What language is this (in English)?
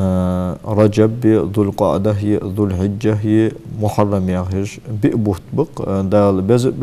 Ingush